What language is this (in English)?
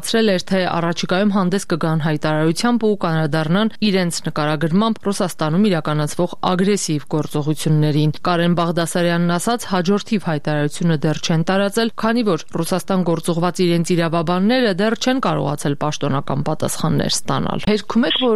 Armenian